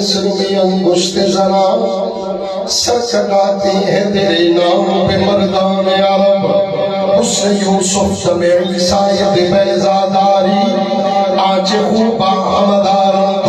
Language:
Saraiki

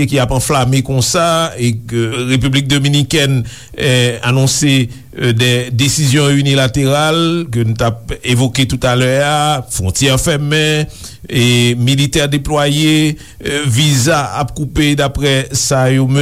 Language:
Haitian Creole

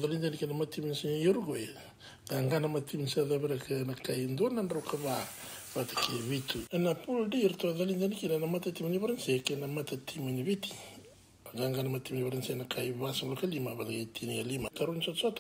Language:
Fijian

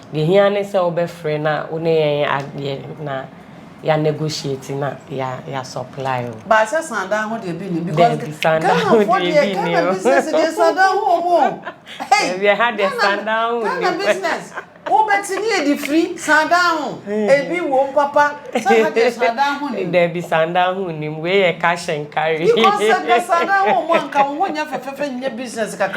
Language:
Akan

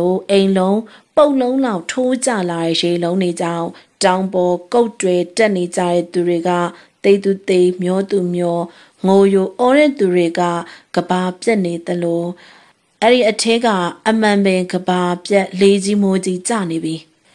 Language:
Burmese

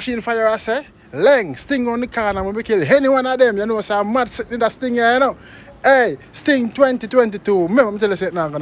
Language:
Jamaican Creole English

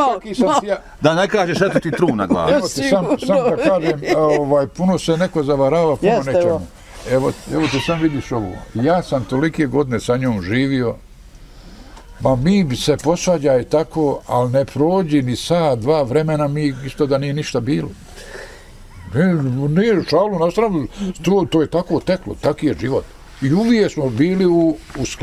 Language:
Bosnian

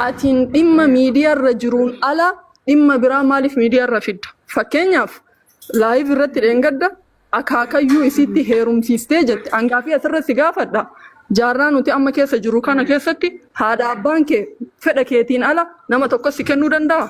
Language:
Oromo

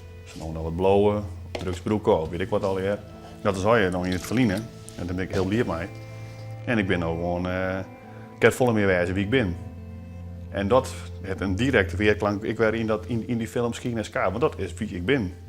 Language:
Western Frisian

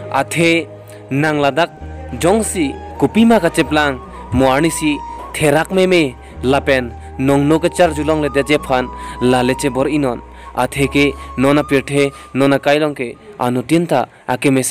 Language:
Karbi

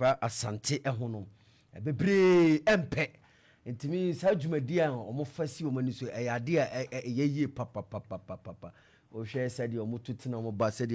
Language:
Akan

